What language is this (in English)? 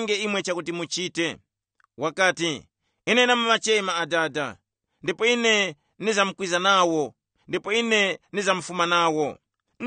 Tumbuka